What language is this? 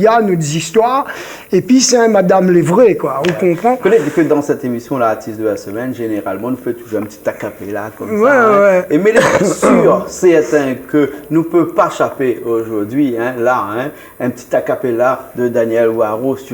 Réunion Creole French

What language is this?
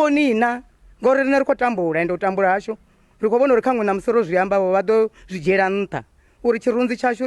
Venda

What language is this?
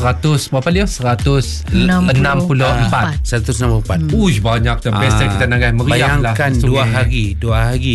Malay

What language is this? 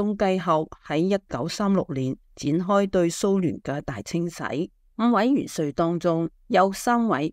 Cantonese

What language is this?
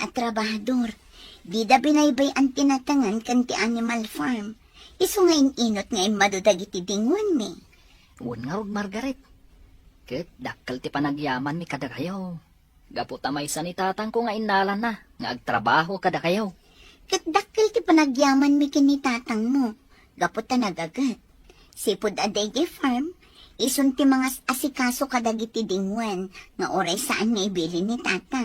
Iloko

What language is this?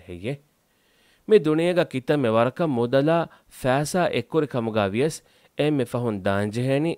Divehi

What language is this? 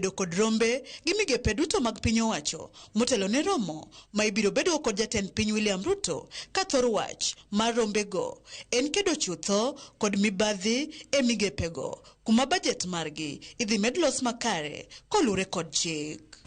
Luo (Kenya and Tanzania)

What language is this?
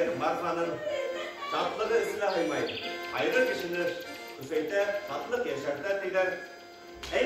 Bashkir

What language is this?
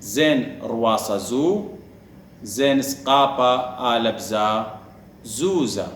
Assyrian Neo-Aramaic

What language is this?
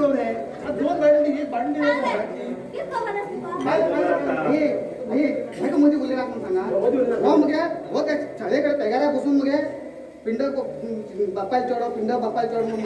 Konkani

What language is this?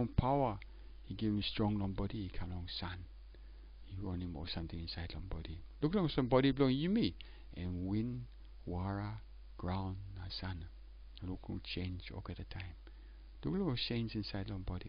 Tok Pisin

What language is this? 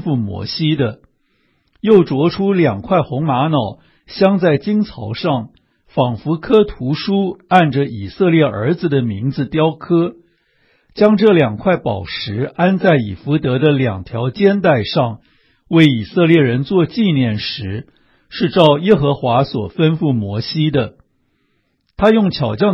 Chinese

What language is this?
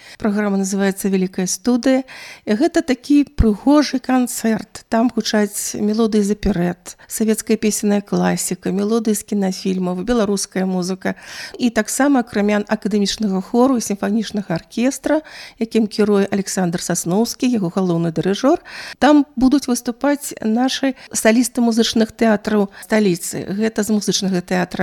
Belarusian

